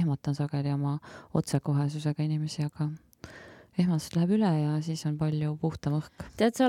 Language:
Estonian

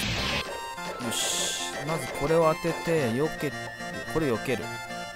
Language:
Japanese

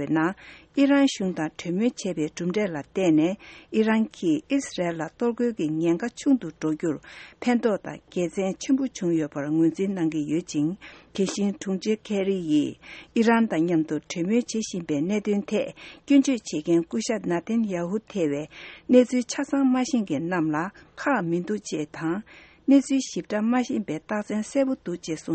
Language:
Tibetan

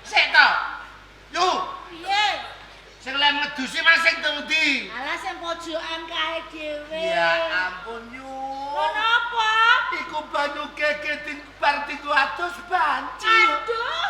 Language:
Javanese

